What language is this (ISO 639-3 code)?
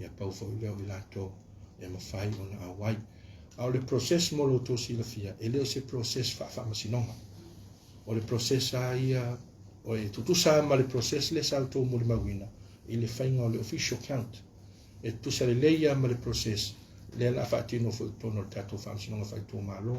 smo